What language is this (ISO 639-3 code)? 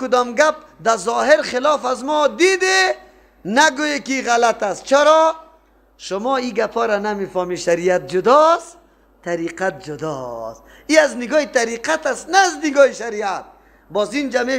fas